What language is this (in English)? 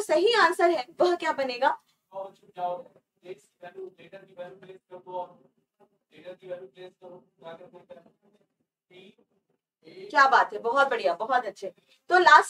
Hindi